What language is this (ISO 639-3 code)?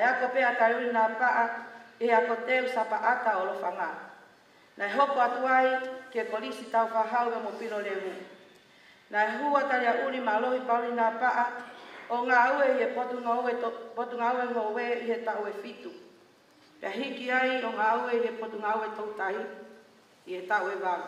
ton